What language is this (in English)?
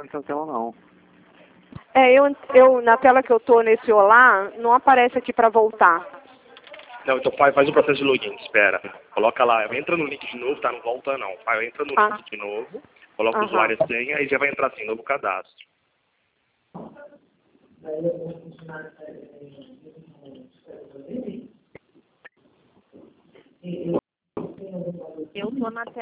Portuguese